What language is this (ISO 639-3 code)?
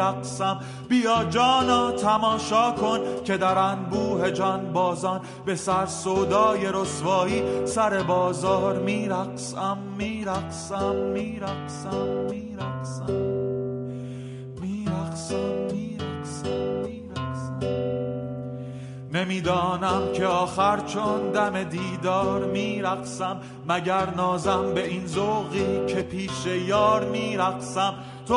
fas